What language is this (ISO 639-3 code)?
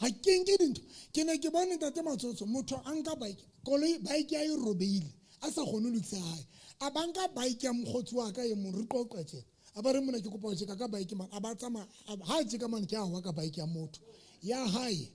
sot